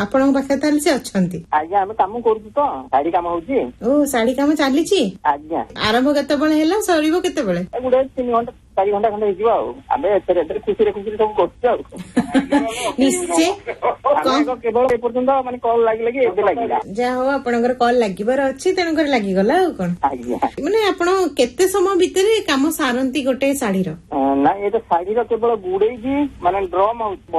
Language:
Odia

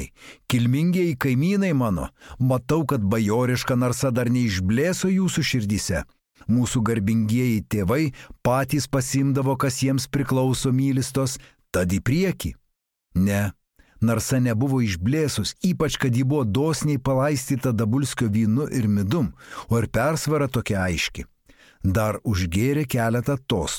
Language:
Lithuanian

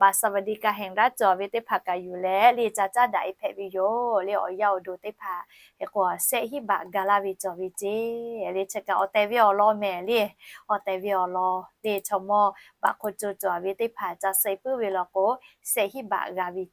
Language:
Lahu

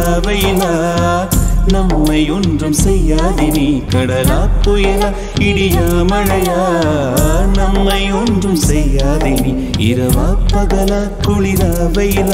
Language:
Tamil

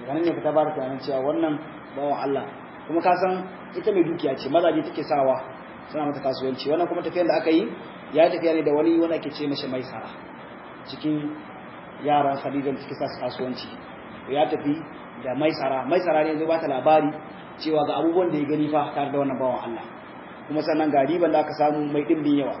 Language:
Hausa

